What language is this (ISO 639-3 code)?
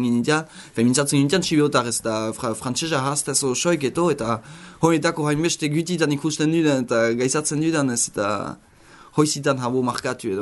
eus